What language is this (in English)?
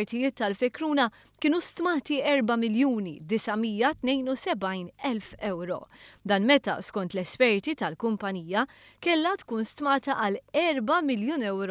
Maltese